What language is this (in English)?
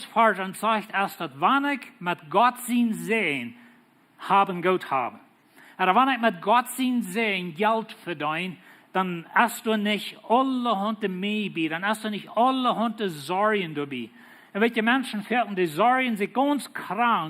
Plautdietsch